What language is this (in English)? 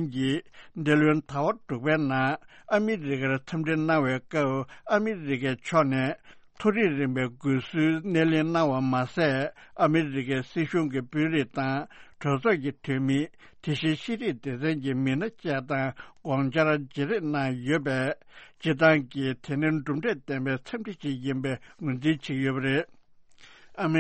Tibetan